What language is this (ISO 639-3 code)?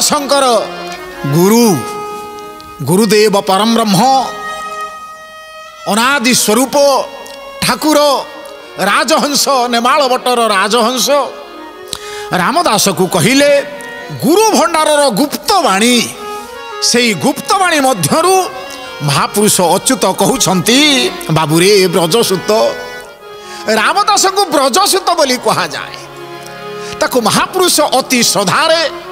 ori